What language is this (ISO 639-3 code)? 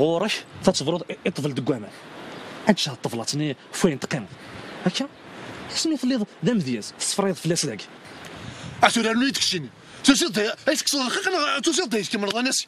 kab